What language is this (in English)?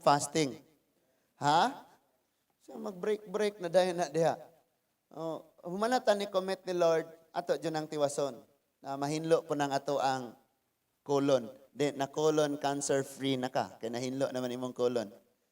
Cebuano